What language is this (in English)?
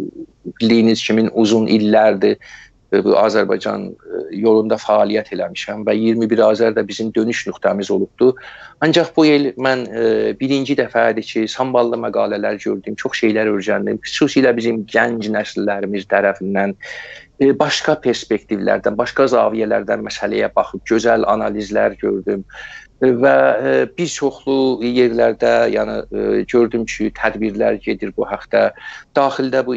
South Azerbaijani